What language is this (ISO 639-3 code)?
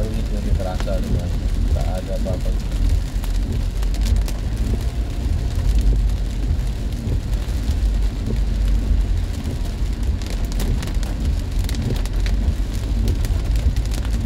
ind